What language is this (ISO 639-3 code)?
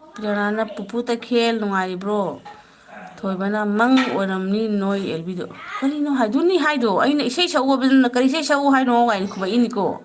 mni